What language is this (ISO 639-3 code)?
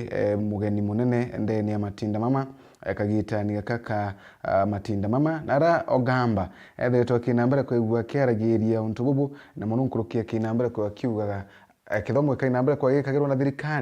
mer